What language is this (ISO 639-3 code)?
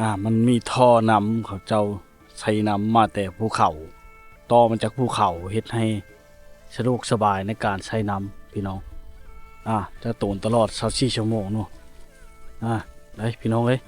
lao